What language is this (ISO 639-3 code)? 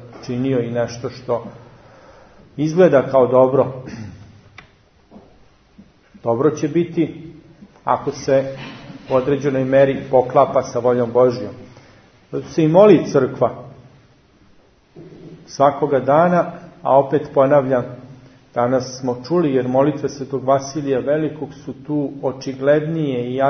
srp